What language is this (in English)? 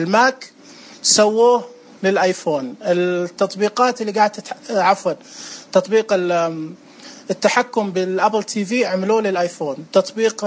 Najdi Arabic